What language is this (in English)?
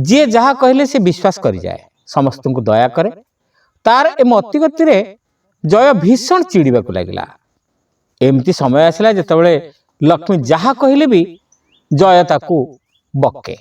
Odia